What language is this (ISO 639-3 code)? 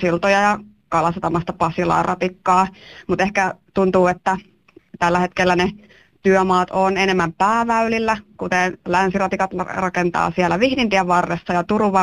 fin